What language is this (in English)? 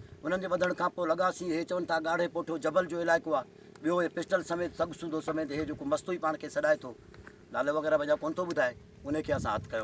Sindhi